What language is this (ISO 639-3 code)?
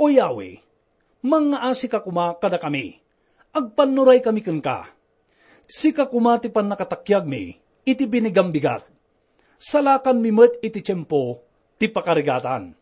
ilo